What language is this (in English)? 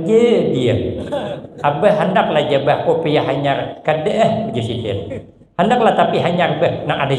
Banjar